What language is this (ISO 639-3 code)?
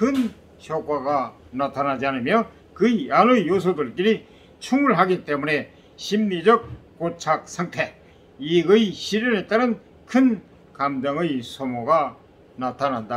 kor